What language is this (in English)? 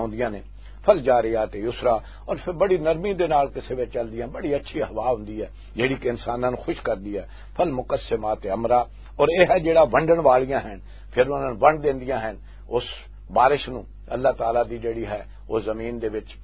Western Panjabi